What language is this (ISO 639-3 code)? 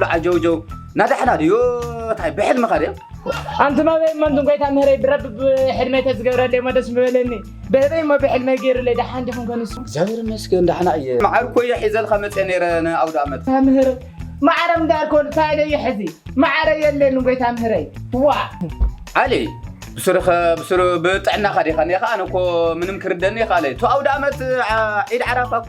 tir